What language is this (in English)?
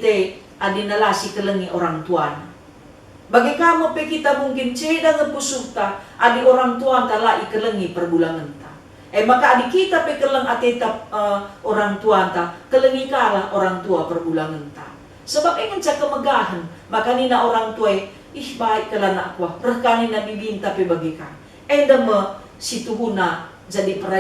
Batak Karo